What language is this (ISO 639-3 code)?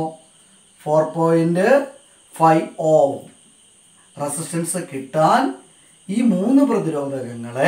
mal